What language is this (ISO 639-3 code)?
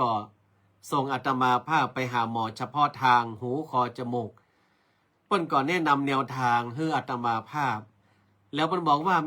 nod